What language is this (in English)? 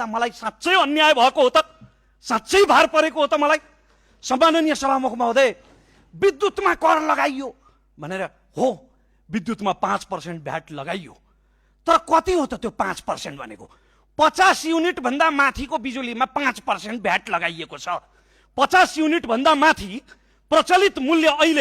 Nepali